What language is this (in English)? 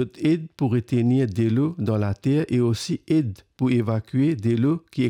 Morisyen